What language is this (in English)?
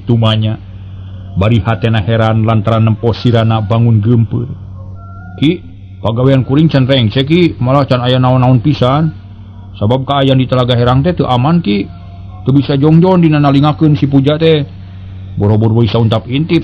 Sundanese